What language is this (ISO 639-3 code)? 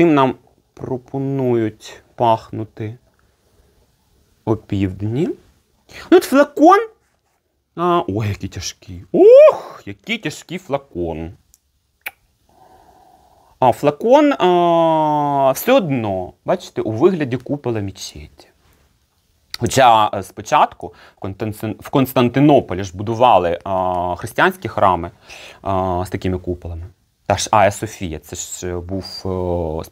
ukr